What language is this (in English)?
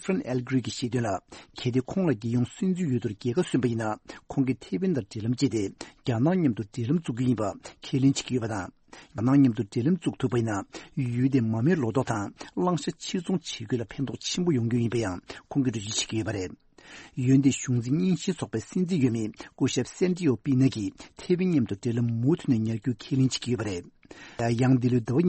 Tibetan